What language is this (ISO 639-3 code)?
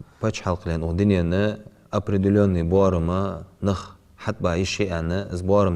inh